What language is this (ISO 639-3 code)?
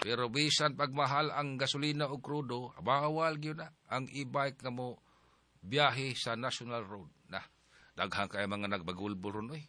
ceb